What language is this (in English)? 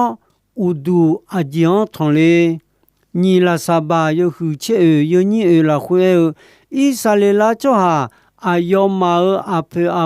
Akha